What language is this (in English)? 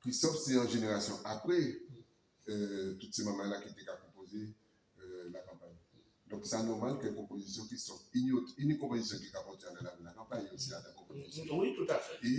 Guadeloupean Creole French